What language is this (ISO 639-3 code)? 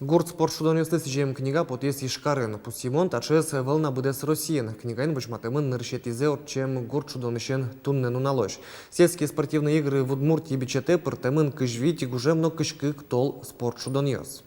udm